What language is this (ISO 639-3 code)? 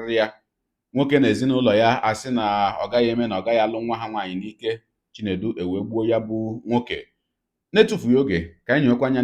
ibo